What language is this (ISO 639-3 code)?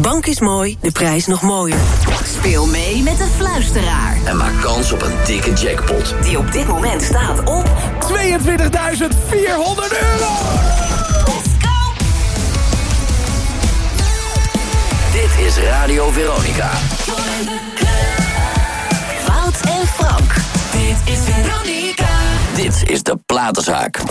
nld